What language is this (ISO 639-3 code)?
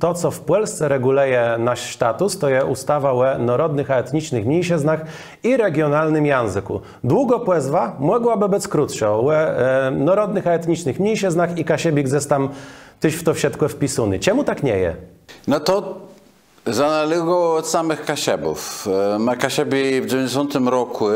csb